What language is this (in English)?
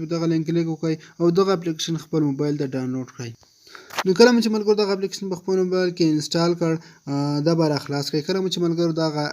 Pashto